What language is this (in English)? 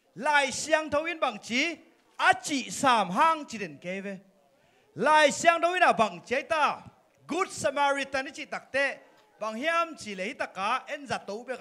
Tedim Chin